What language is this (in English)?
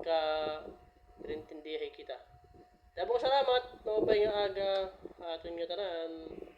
Waray